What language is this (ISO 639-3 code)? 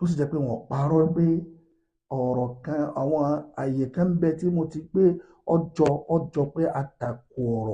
yor